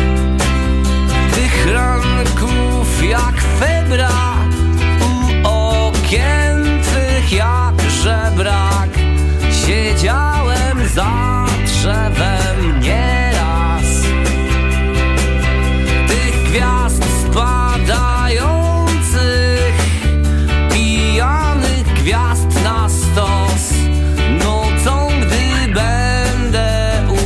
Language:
Polish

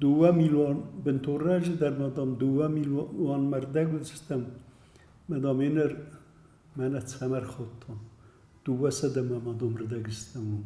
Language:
Ossetic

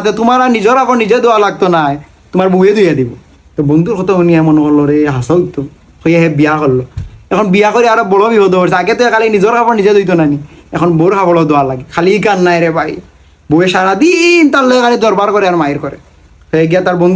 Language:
Sylheti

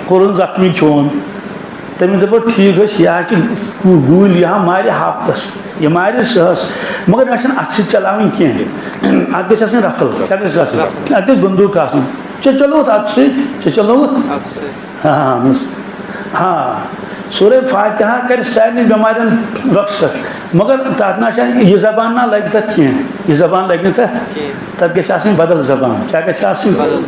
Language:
Kashmiri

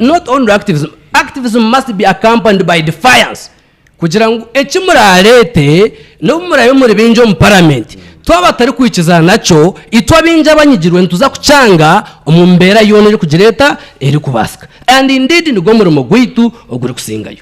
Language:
Nyankole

